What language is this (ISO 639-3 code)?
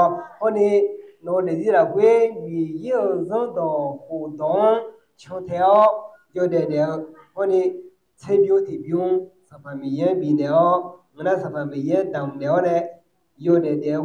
ahk